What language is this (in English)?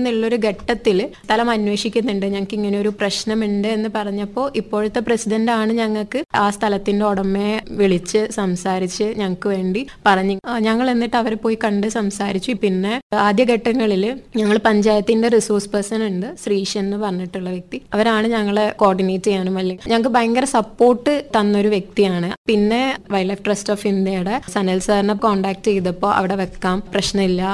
Malayalam